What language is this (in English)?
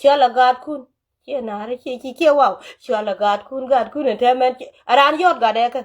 Nuer